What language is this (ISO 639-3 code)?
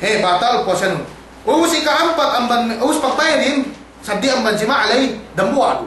yka